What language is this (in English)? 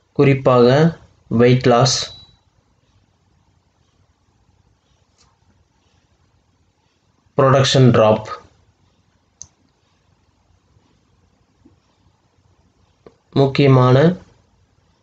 Tamil